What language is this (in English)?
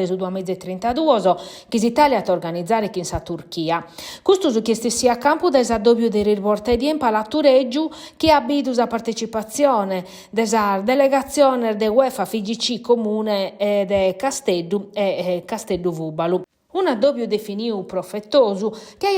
Sardinian